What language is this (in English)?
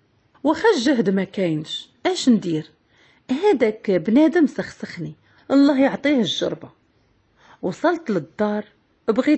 Moroccan Arabic